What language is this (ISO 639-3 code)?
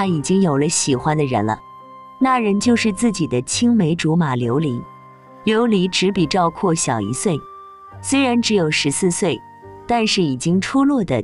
zho